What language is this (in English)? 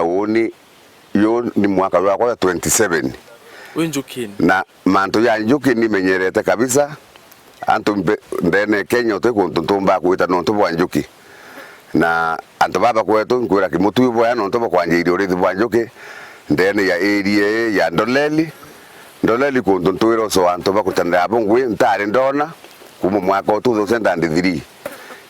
Meru